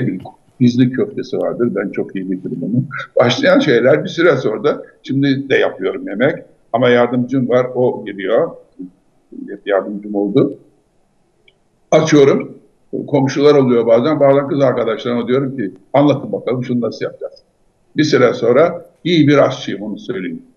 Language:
Turkish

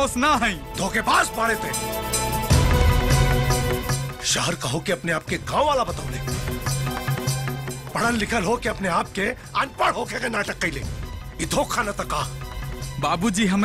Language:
Bhojpuri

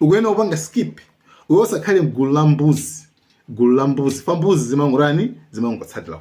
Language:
Nyanja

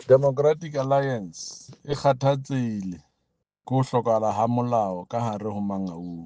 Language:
Southern Sotho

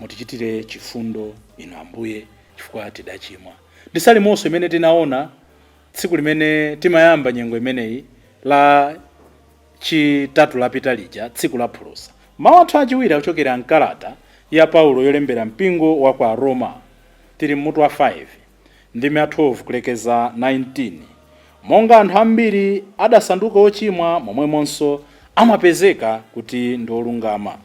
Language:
Nyanja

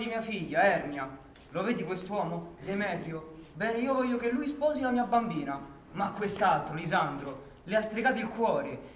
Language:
Italian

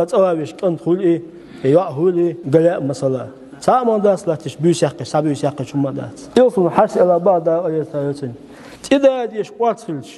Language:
Chechen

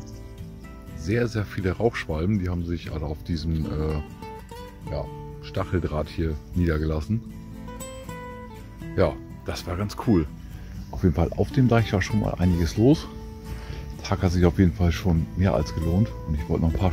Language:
German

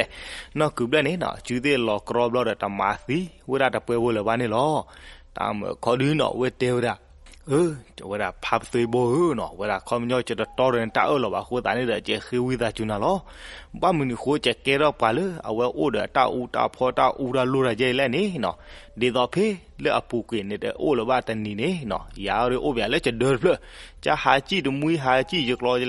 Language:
S'gaw Karen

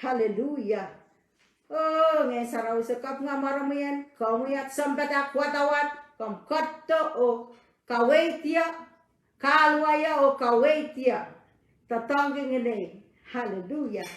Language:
Pohnpeian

